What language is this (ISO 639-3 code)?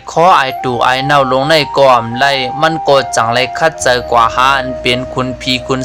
shn